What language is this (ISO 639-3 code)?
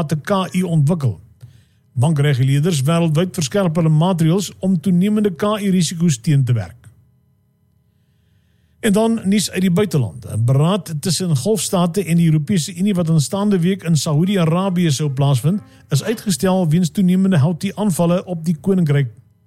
afr